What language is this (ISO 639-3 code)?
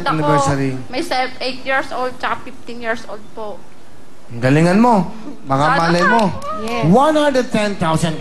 fil